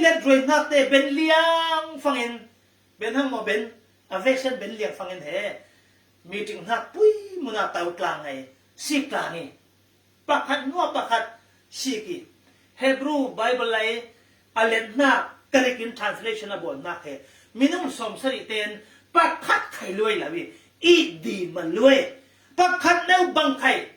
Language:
Falam Chin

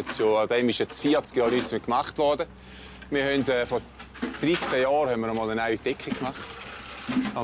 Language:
Swiss German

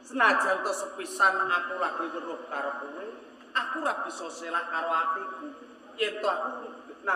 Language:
Javanese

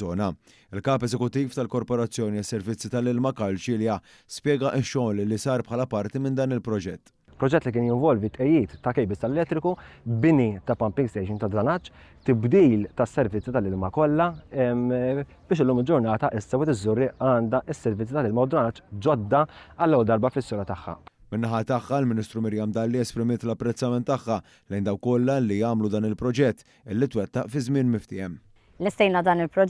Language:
Maltese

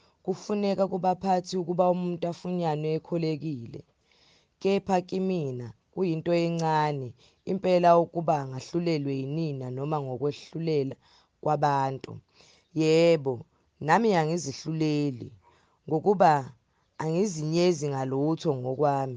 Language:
Zulu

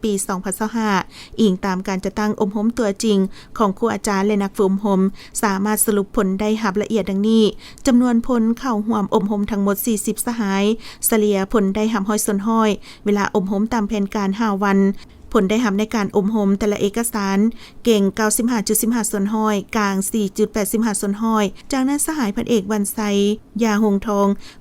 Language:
Lao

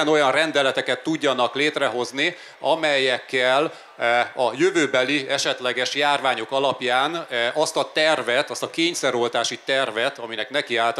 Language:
Hungarian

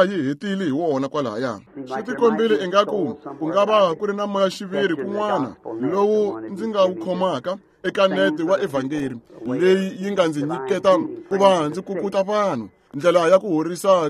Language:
Tsonga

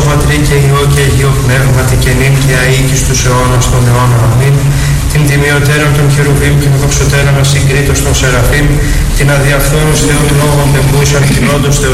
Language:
Greek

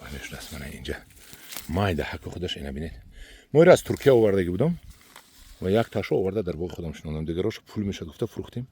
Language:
Tajik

